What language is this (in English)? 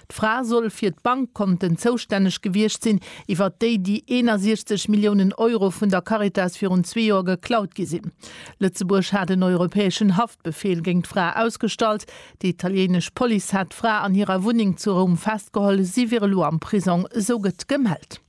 Luxembourgish